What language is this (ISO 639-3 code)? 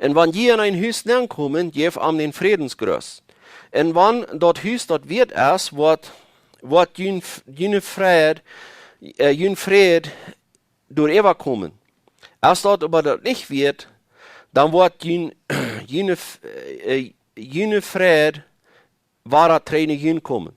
pdt